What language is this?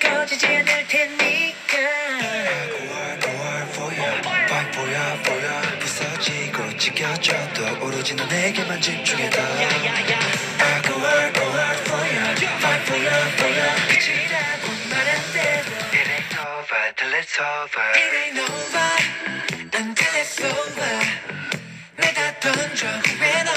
Korean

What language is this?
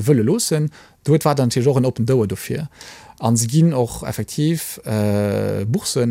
Luxembourgish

